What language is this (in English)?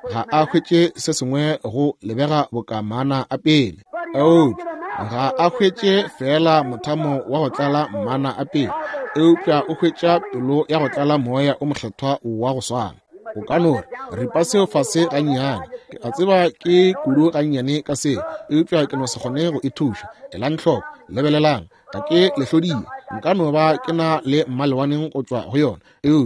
Northern Sotho